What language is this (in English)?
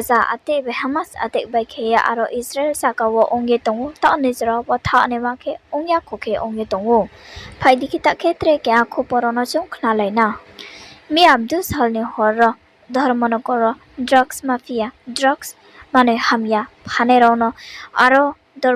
Riang (India)